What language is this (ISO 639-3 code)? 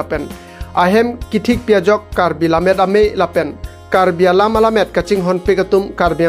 mjw